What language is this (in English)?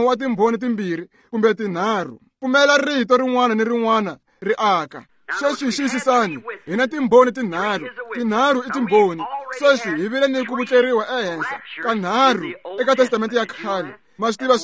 Tsonga